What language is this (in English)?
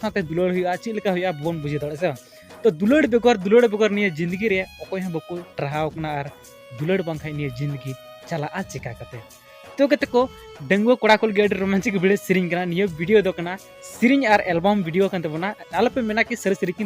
Santali